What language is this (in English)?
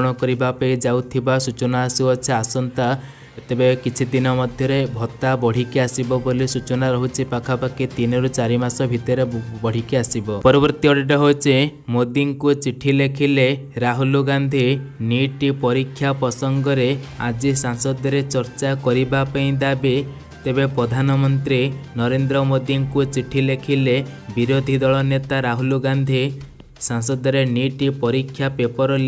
Odia